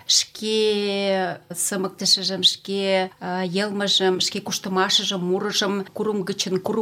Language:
Mari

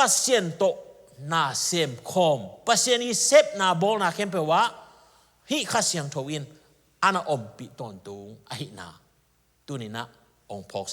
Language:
Tedim Chin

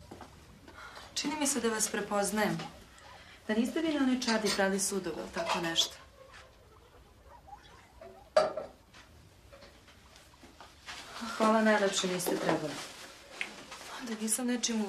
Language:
Serbian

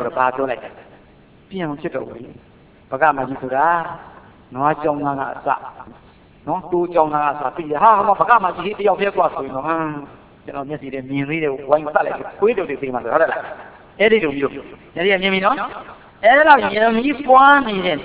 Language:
Burmese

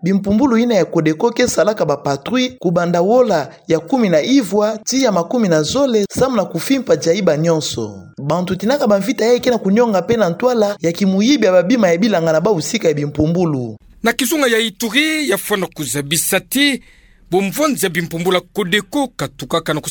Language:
Kituba (Democratic Republic of Congo)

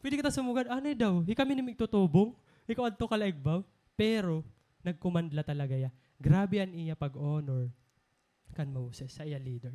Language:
Waray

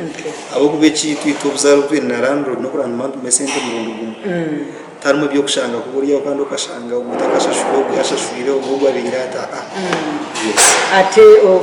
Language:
Nyankole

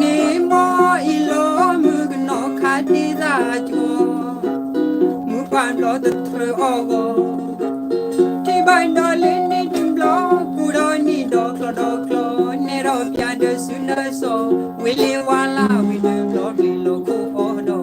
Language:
S'gaw Karen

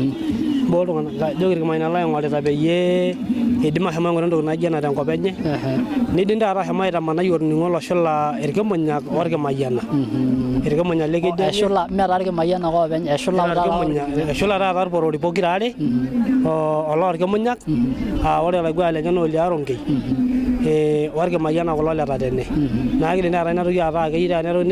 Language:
Masai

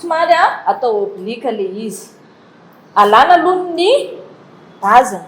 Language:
Malagasy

